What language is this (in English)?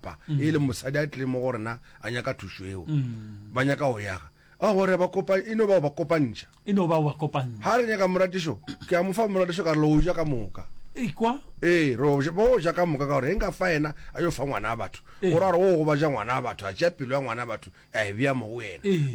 Northern Sotho